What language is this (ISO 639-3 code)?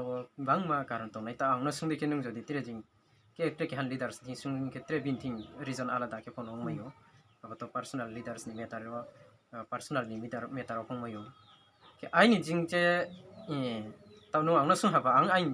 ria